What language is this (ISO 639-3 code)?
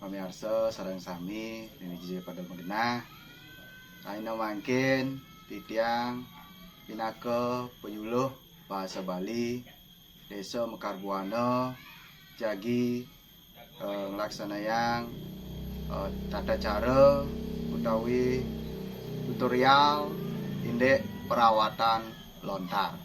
ban